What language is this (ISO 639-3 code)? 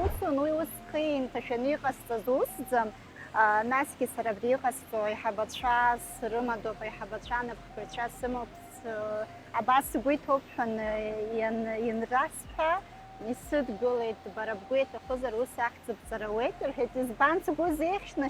abk